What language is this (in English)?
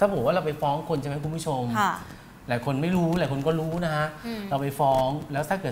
Thai